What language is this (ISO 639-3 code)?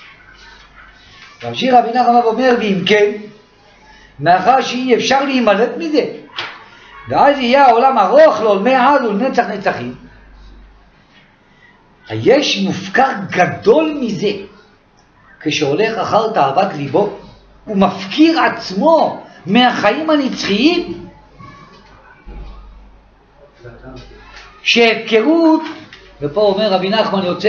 heb